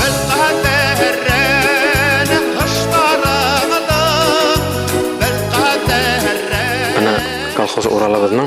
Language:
Bashkir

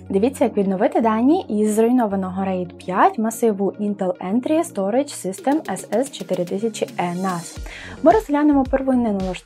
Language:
Ukrainian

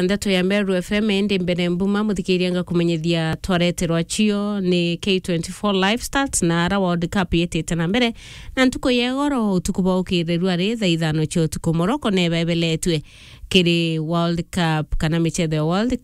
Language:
Meru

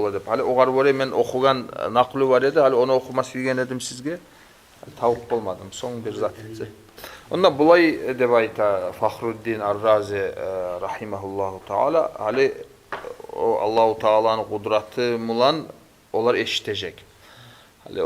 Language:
Kumyk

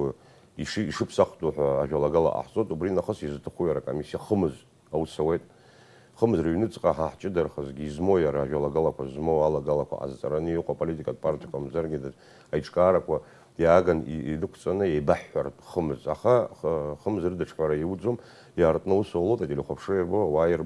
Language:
Abkhazian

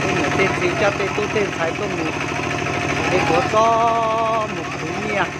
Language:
Hmong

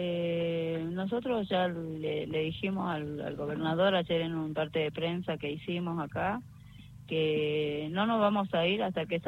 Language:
Spanish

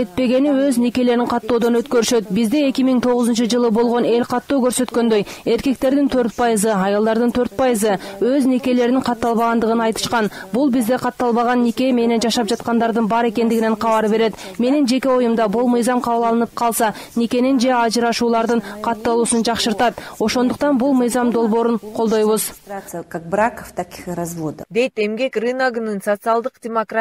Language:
Kyrgyz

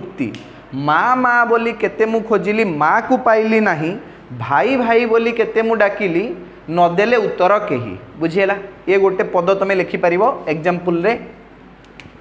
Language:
Odia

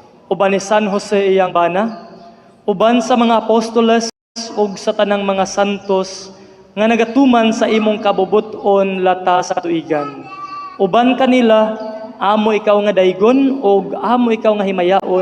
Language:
Cebuano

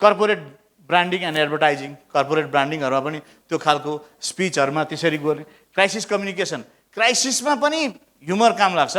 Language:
Nepali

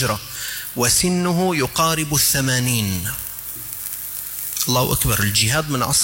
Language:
Arabic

